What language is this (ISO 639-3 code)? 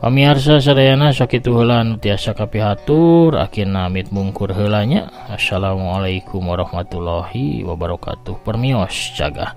sun